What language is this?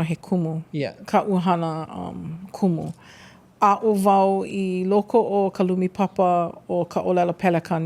Hawaiian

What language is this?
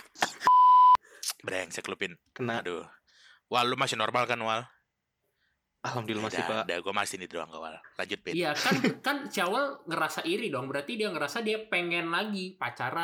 Indonesian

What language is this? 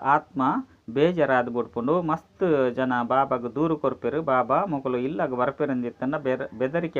Tulu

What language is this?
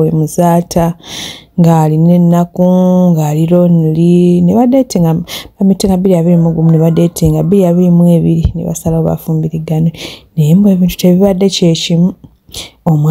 Ganda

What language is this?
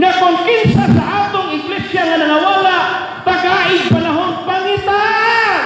Cebuano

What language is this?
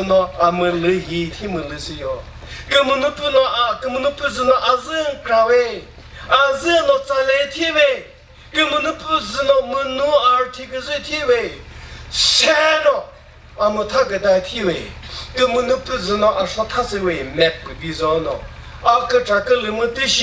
Chokri Naga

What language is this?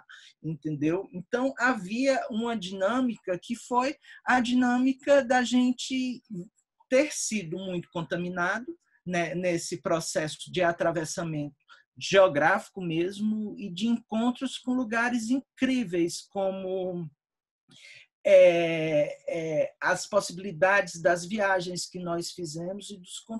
Portuguese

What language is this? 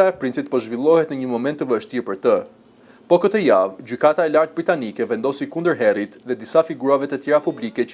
Albanian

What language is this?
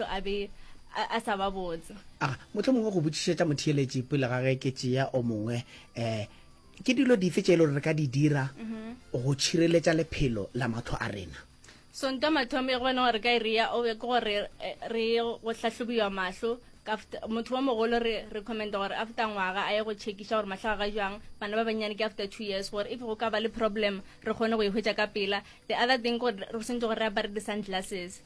Northern Sotho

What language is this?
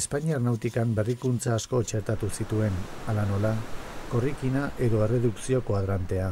Basque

